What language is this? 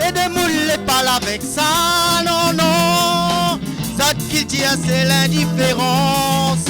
Réunion Creole French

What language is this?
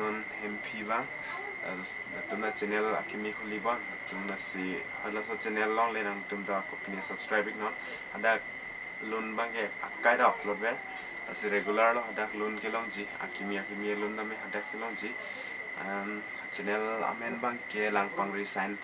Karbi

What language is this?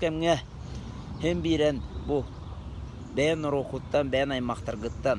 Yakut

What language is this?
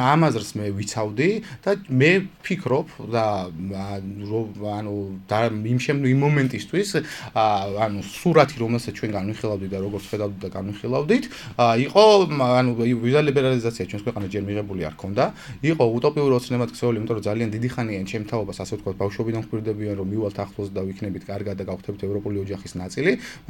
Georgian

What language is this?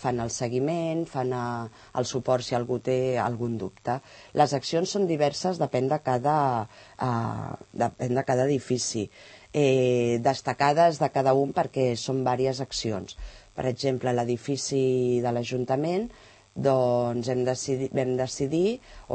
Catalan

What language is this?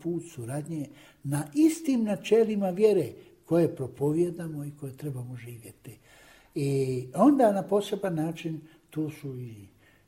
Croatian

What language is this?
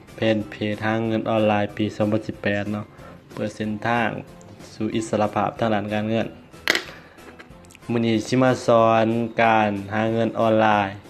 Lao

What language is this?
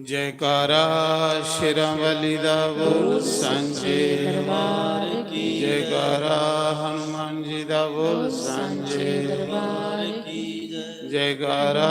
Dogri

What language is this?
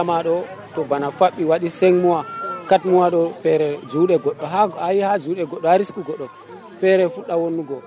Nigerian Fulfulde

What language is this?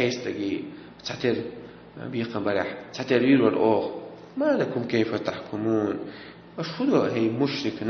Chechen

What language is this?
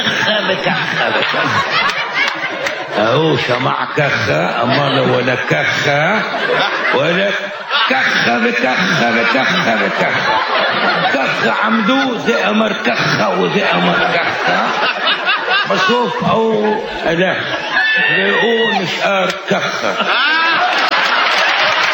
Hebrew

